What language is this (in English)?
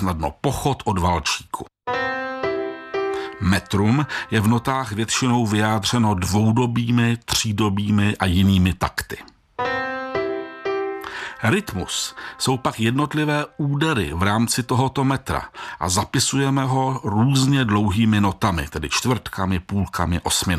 Czech